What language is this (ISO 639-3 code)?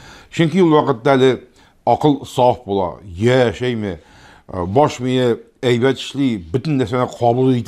tat